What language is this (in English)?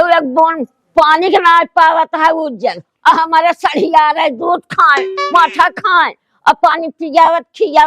Awadhi